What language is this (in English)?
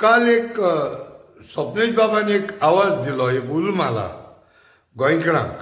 Konkani